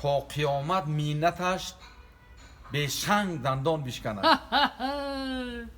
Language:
Tajik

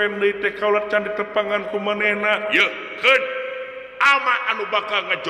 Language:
Sundanese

